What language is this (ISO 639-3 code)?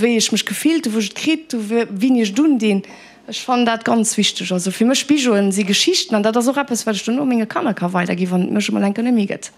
ltz